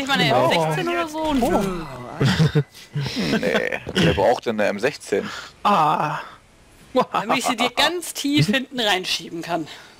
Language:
German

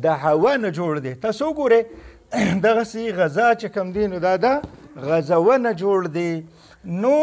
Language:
Pashto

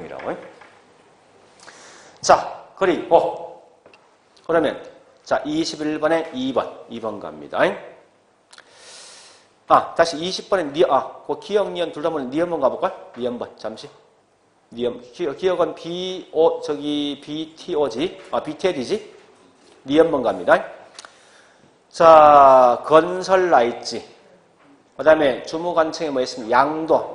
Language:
Korean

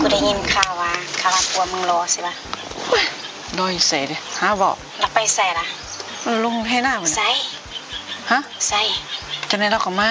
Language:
Northeastern Thai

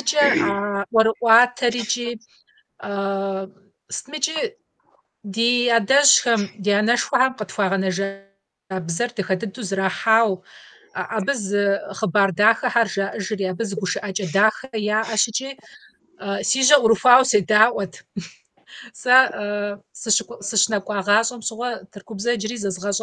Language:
Kabardian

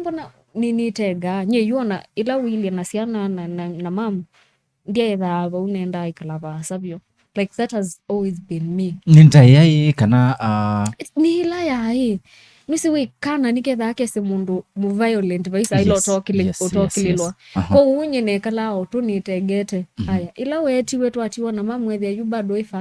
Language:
Kamba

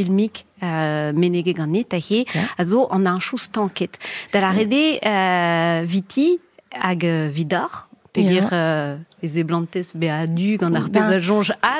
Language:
Breton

